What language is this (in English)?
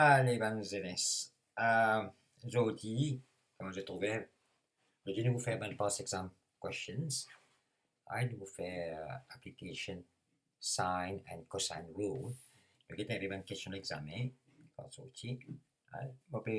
Morisyen